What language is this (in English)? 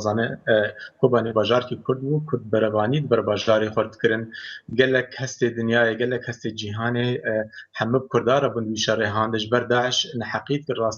Kurdish